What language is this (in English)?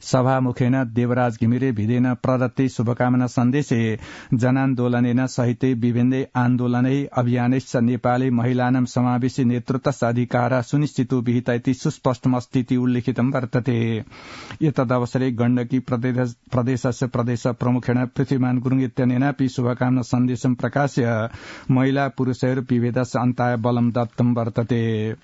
Sanskrit